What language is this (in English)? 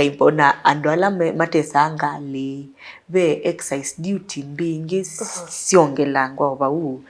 Kamba